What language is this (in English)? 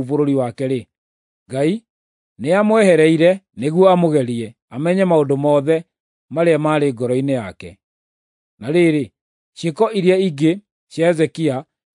Kikuyu